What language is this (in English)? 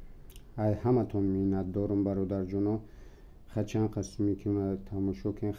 Tajik